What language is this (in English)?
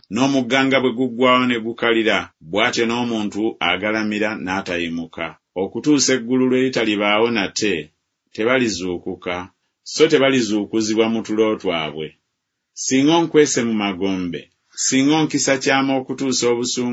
Ganda